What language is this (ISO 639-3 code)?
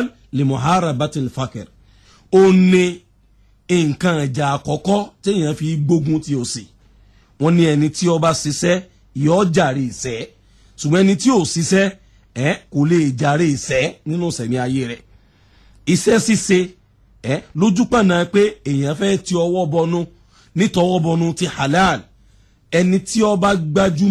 yor